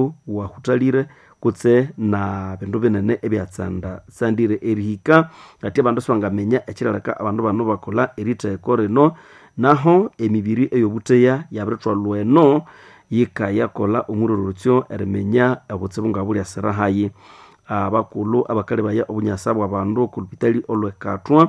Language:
Nande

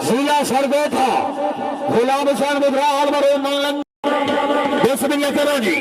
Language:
Saraiki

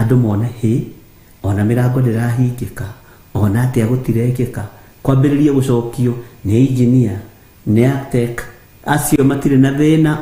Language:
Kikuyu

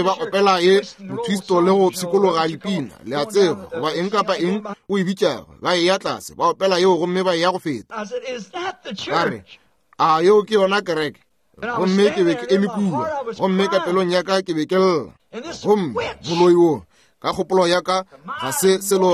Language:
Northern Sotho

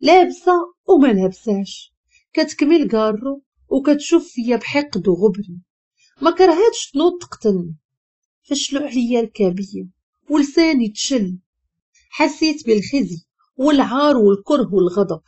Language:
Moroccan Arabic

